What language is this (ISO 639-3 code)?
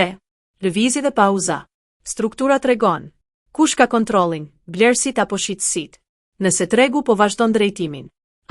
sqi